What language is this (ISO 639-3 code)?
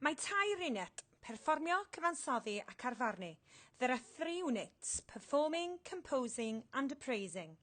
cym